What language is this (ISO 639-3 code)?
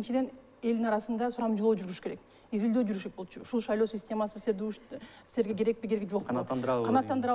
kir